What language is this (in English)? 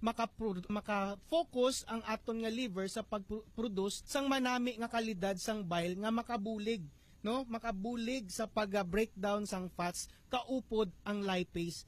Hiligaynon